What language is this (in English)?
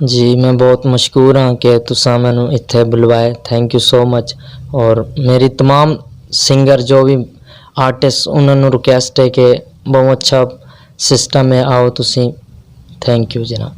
Western Panjabi